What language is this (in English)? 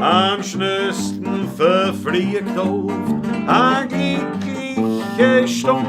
Bavarian